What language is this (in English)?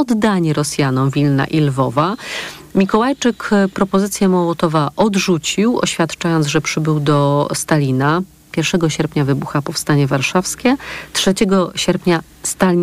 Polish